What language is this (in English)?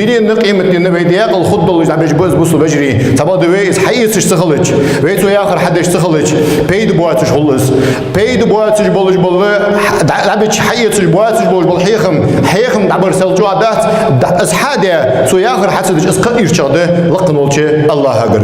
Ingush